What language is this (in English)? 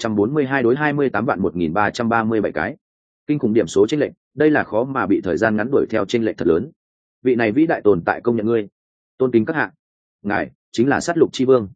Vietnamese